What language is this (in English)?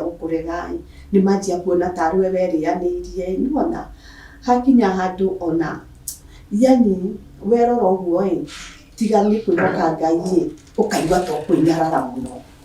Kikuyu